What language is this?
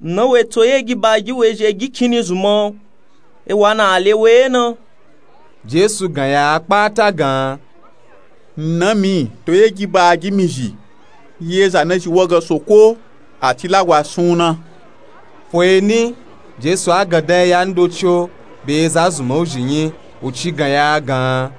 Nupe-Nupe-Tako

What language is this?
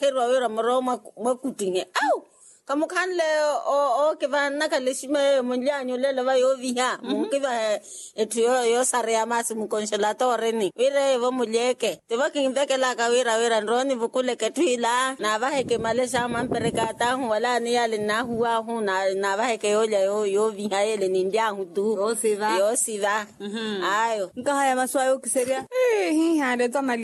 Makhuwa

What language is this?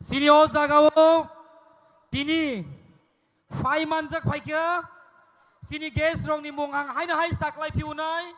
Kok Borok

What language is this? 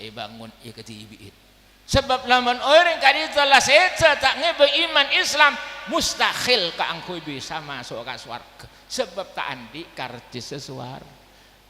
Madurese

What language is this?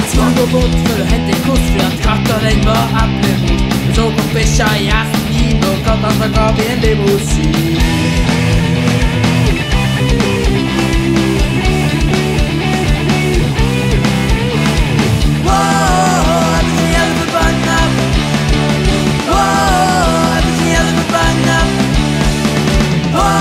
Norwegian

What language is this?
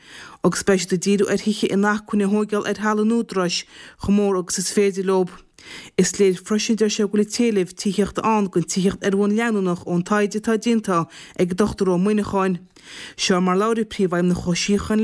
Irish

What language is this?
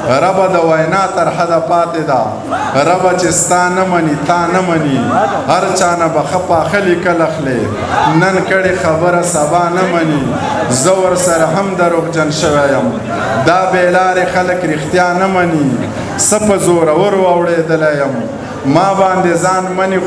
Pashto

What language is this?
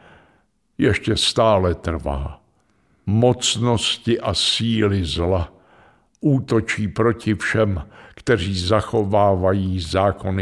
Czech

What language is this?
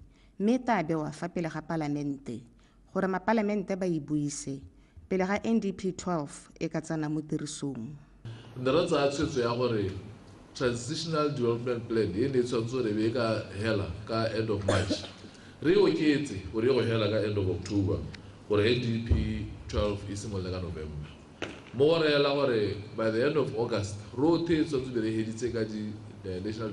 Tswana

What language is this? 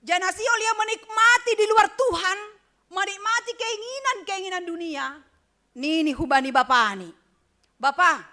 Batak Simalungun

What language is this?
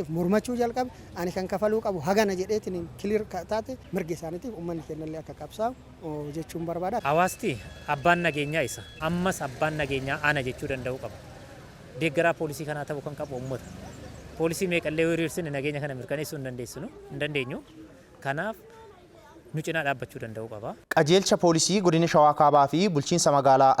Oromo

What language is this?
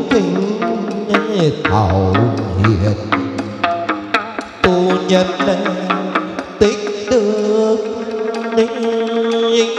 Vietnamese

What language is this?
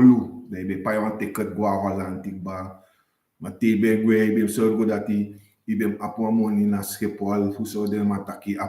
Sranan Tongo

